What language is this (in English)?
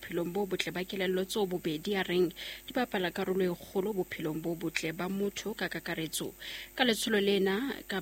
Southern Sotho